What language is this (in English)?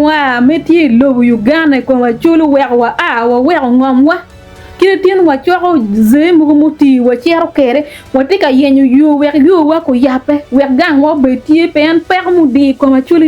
Acoli